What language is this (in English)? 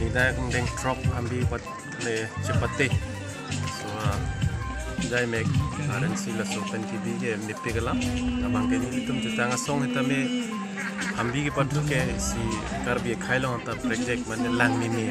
Karbi